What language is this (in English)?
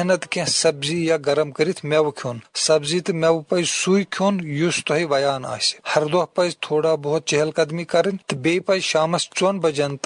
Kashmiri